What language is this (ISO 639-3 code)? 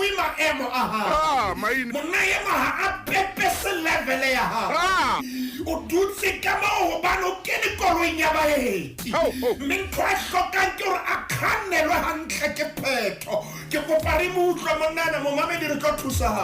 sot